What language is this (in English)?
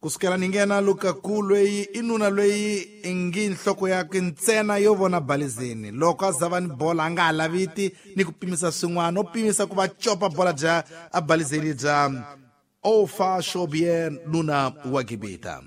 Tsonga